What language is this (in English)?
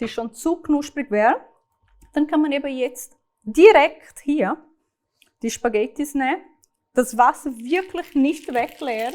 Swiss German